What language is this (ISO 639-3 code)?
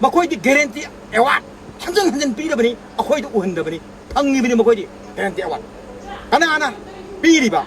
mni